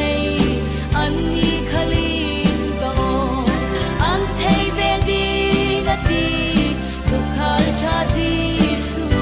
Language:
Falam Chin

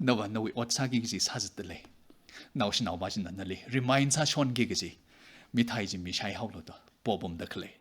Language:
Tangkhul Naga (India)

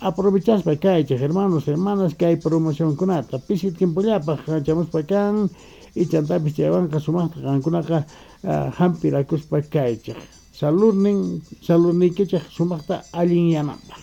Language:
South Bolivian Quechua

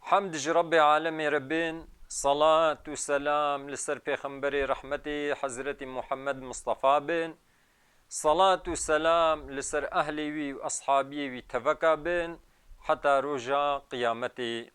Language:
Kurdish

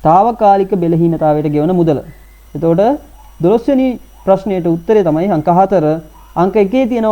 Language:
Sinhala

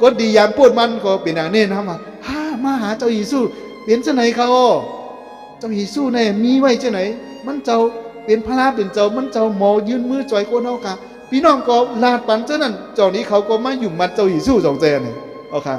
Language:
Shan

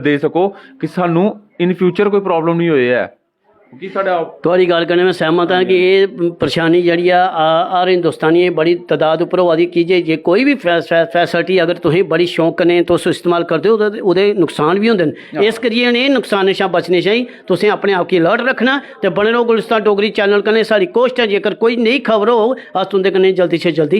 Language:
Dogri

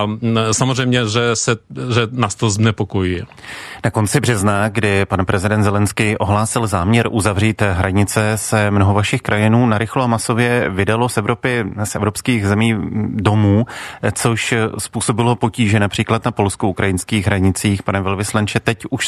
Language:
Czech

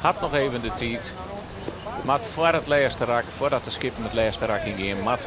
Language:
Western Frisian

